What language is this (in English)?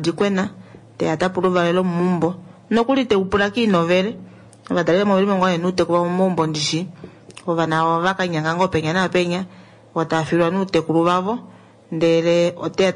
Kuanyama